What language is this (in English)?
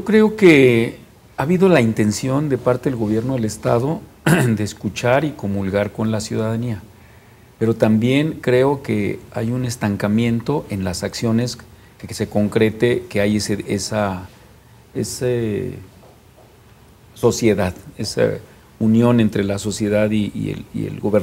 Spanish